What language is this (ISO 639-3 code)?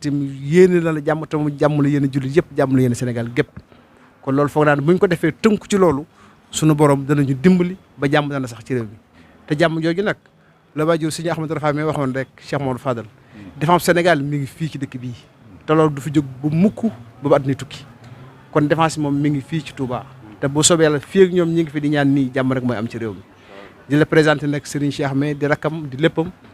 wol